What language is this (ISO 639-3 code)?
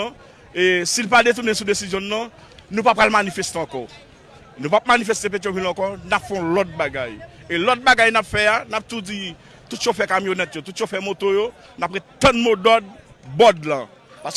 hat